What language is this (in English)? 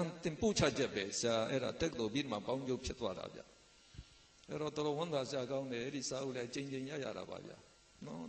Burmese